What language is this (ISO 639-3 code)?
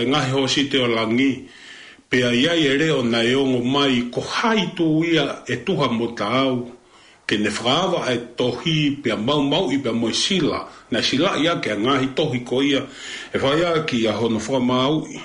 ton